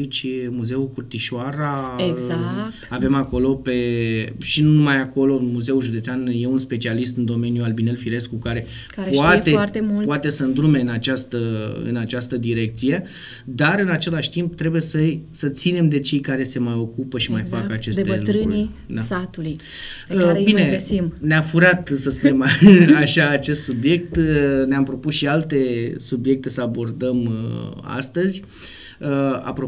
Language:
Romanian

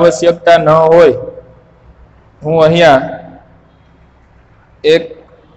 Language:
Gujarati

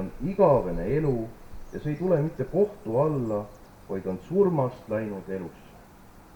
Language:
Estonian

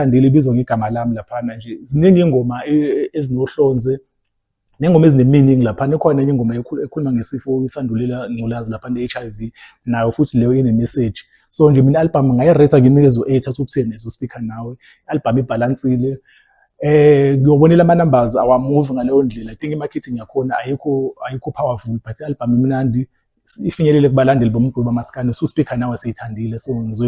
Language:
Zulu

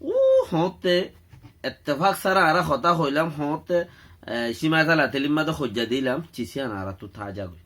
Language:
Rohingya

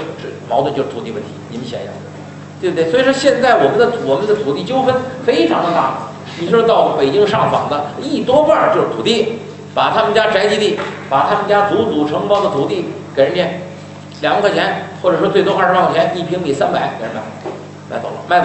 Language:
Chinese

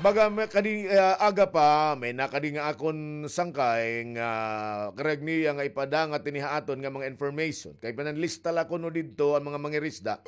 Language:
Waray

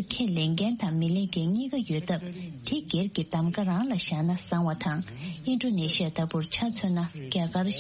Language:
Tibetan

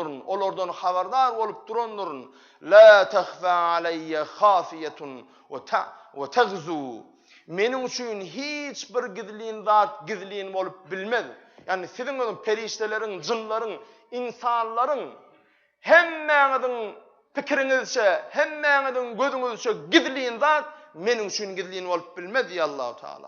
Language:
Turkmen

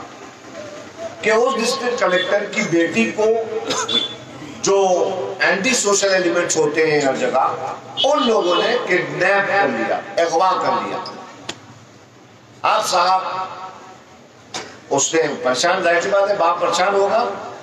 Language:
Urdu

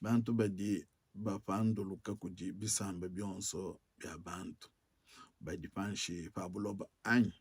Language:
Luba-Lulua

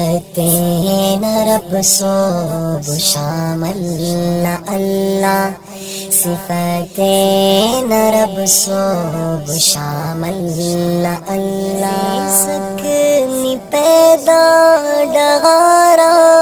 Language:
Brahui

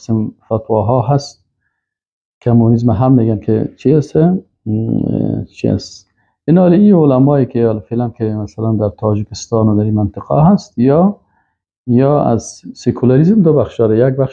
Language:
Persian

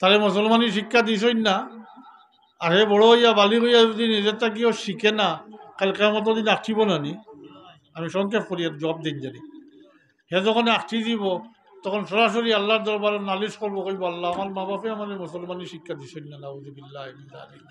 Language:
Sylheti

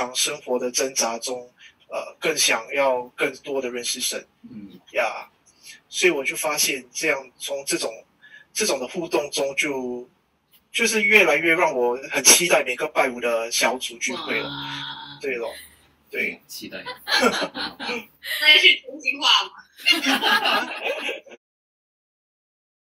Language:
Chinese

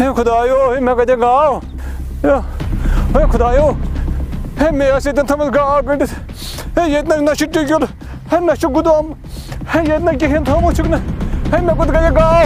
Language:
Kashmiri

